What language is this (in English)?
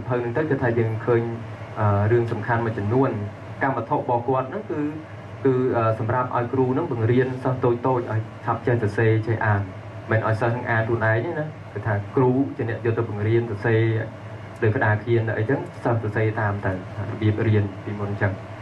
Khmer